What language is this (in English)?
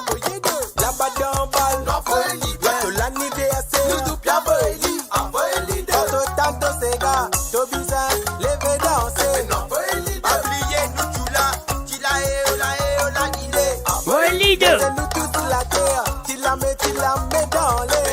Morisyen